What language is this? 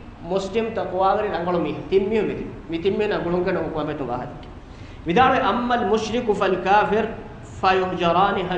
Divehi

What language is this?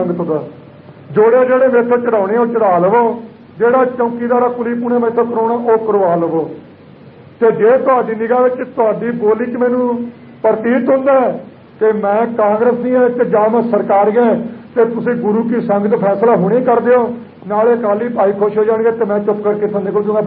Punjabi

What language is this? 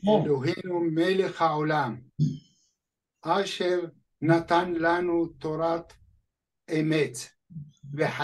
Hebrew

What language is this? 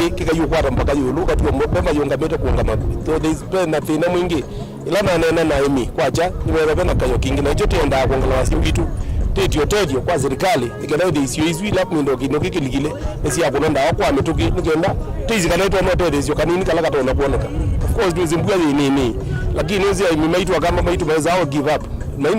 Kamba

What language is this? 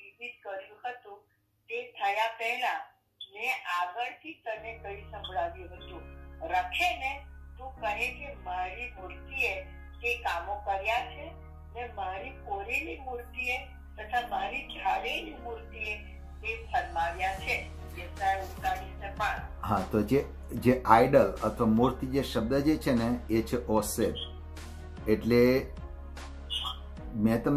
Gujarati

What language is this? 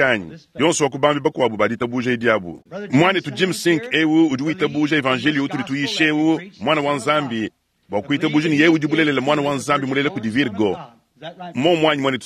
Luba-Lulua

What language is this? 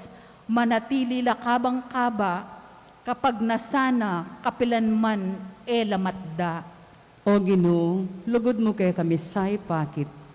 Pampanga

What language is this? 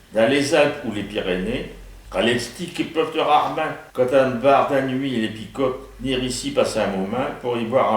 Picard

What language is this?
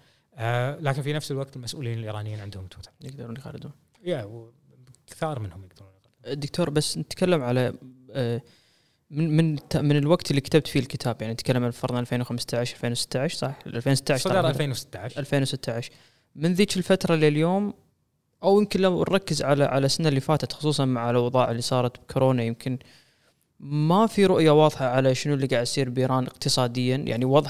Gulf Arabic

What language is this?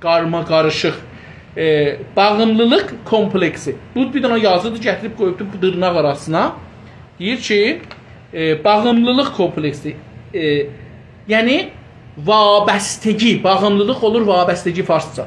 South Azerbaijani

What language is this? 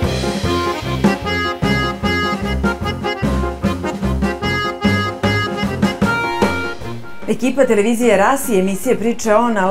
Serbian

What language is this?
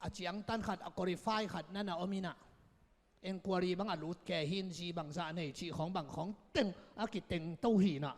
Tedim Chin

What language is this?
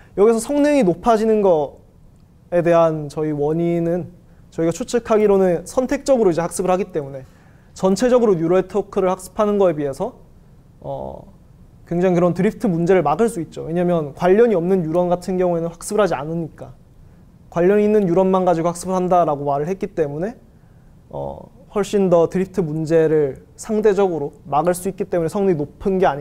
Korean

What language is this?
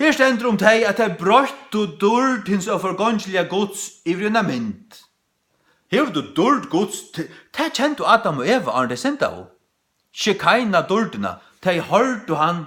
Faroese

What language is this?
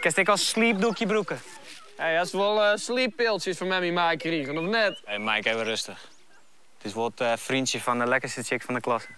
Western Frisian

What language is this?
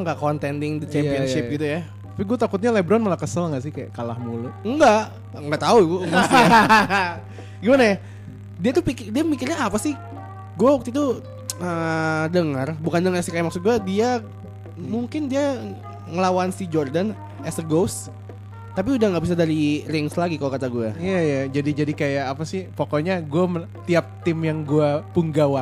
Indonesian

